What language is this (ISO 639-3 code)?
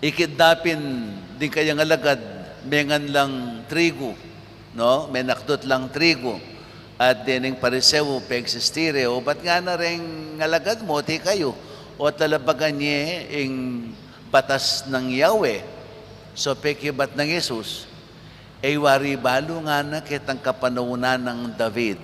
pam